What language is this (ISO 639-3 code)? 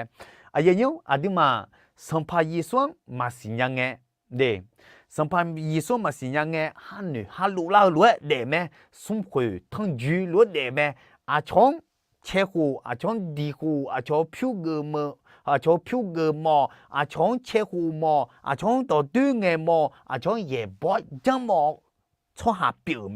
ahk